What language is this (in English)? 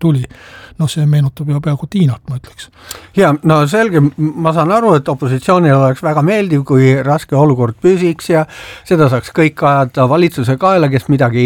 Estonian